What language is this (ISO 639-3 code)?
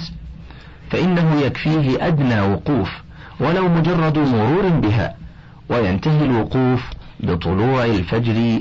ara